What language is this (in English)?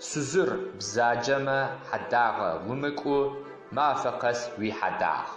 Adyghe